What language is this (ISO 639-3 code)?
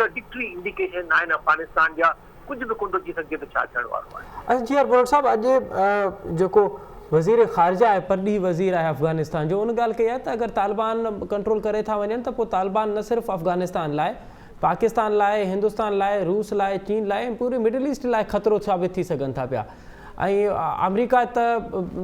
snd